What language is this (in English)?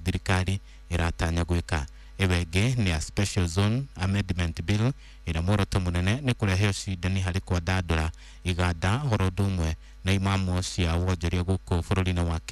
Kikuyu